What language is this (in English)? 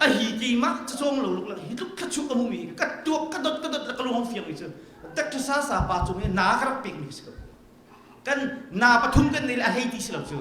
Hakha Chin